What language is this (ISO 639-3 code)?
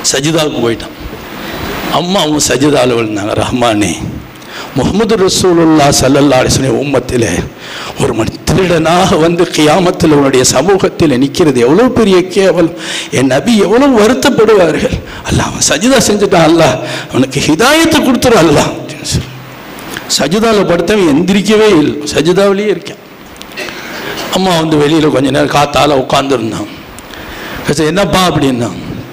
tam